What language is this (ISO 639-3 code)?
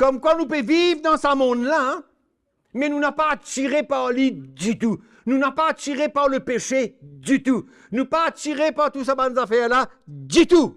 mfe